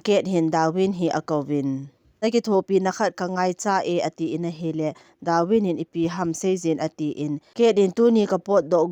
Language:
Thado Chin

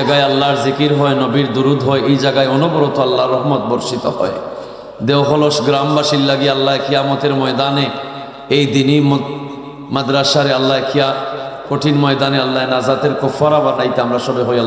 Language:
Sylheti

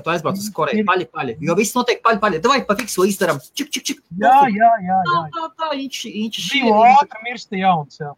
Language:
Latvian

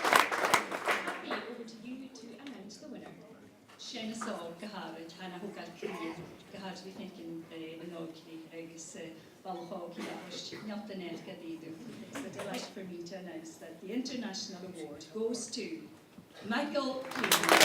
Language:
Scottish Gaelic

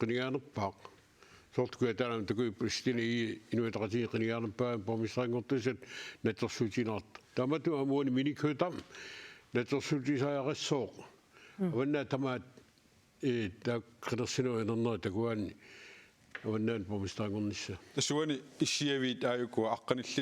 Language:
Kalaallisut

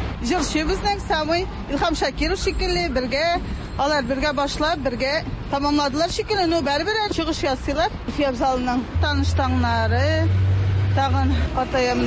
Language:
Tatar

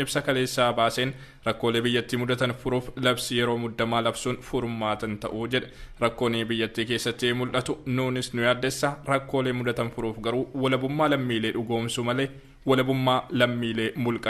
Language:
Oromo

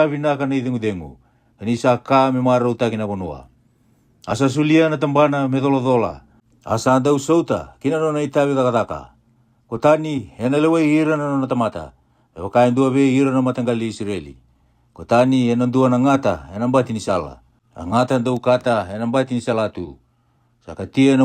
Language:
Fijian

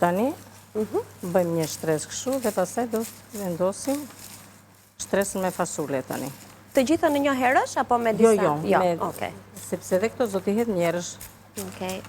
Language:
Albanian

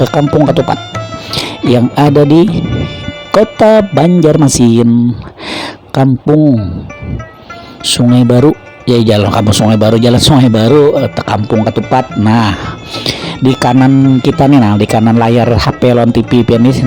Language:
Banjar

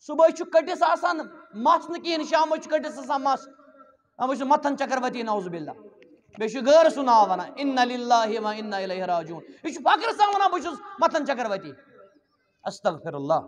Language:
Kashmiri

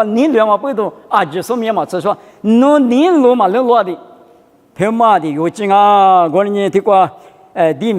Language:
Lisu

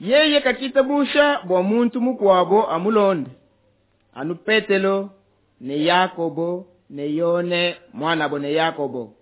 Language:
Luba-Lulua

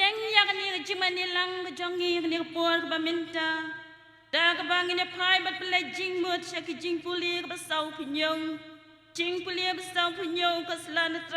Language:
Khasi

